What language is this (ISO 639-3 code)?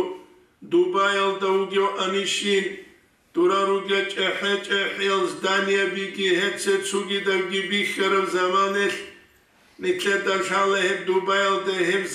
ava